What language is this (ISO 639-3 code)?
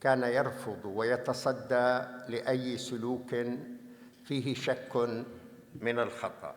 apc